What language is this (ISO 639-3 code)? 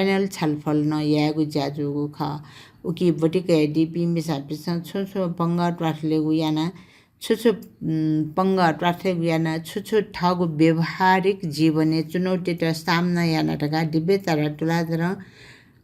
new